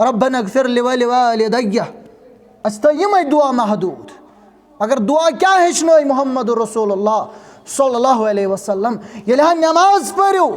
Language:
Kashmiri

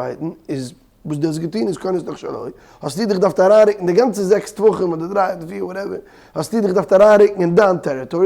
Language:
Yiddish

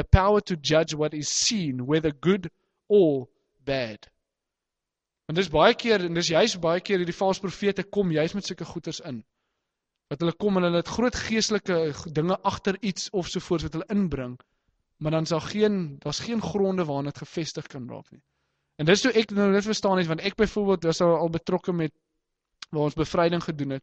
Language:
Afrikaans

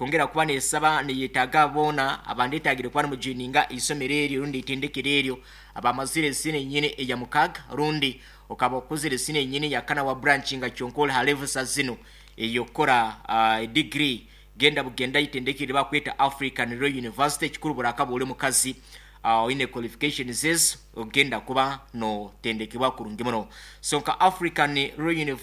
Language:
Nyankole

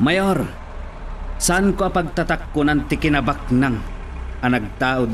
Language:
Iloko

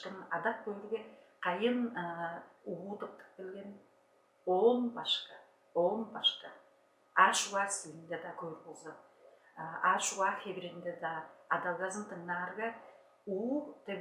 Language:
Tuvinian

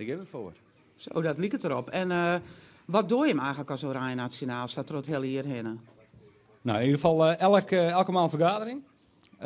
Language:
Western Frisian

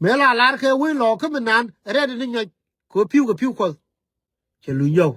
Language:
Nuer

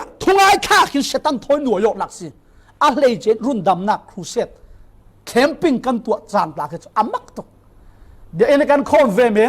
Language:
Falam Chin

